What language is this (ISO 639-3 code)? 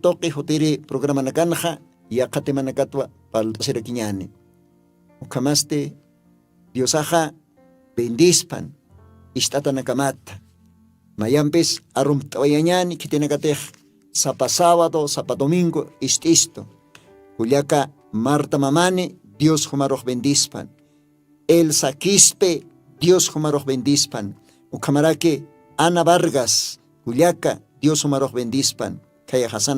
aym